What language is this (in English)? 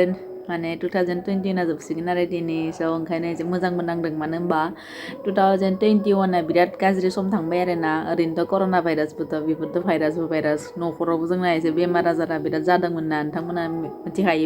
Bodo